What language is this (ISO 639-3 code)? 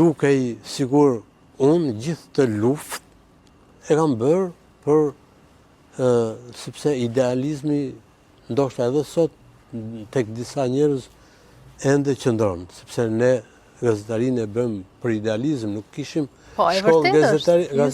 sqi